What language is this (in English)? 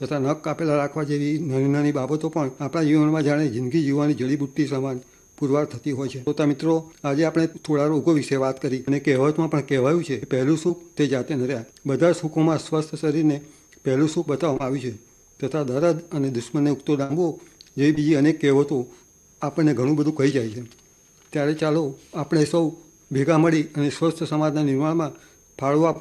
Gujarati